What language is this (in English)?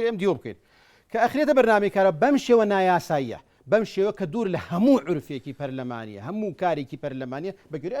Central Kurdish